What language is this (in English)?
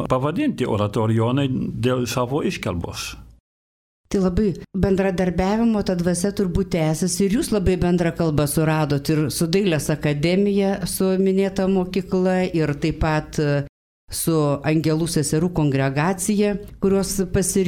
Lithuanian